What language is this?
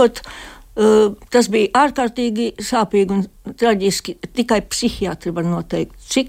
Latvian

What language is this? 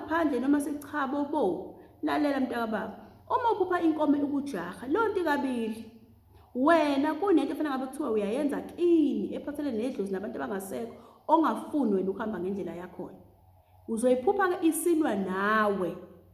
Zulu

